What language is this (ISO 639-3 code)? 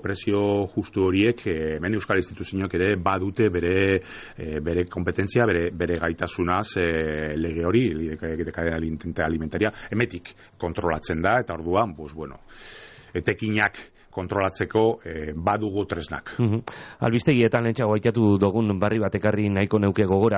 eus